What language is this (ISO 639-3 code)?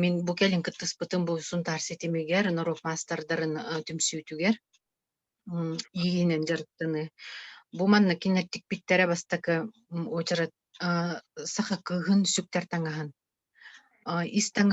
sah